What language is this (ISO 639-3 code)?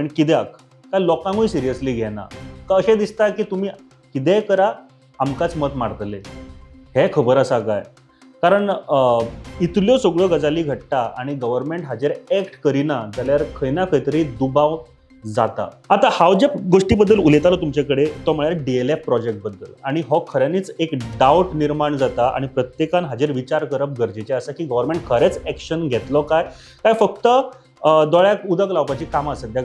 kok